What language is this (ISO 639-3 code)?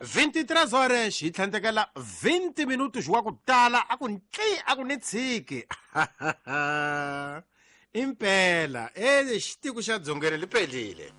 tso